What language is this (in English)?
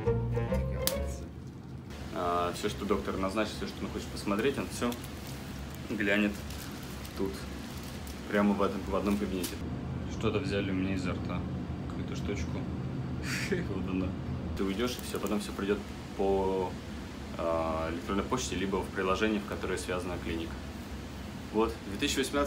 Russian